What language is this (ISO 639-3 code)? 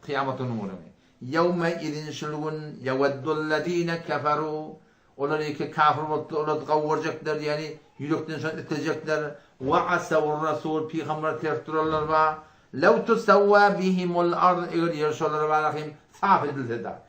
tuk